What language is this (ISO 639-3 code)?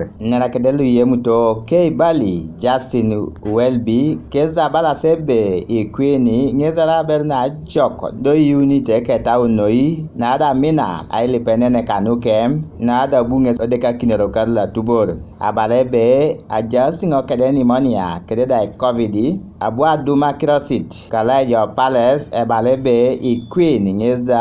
teo